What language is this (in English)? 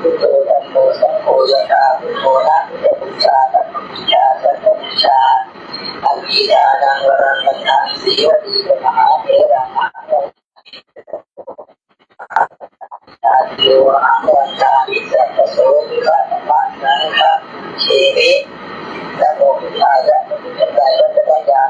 Pali